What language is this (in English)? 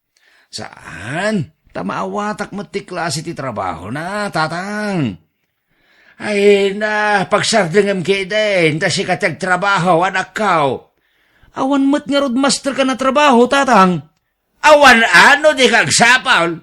Iloko